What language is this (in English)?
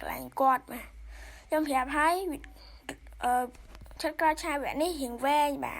Khmer